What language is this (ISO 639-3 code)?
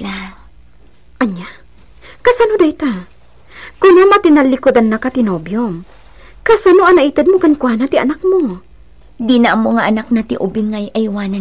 ilo